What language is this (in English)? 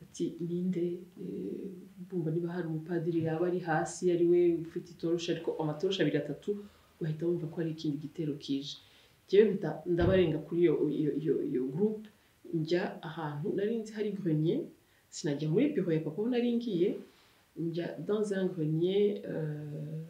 Kinyarwanda